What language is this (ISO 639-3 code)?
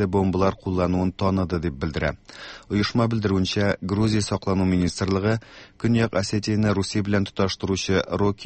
tat